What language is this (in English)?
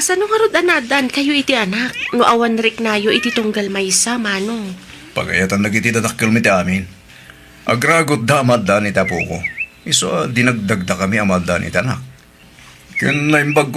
Iloko